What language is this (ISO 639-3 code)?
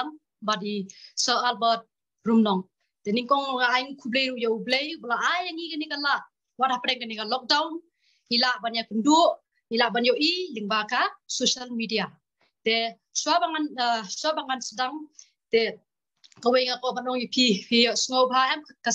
kha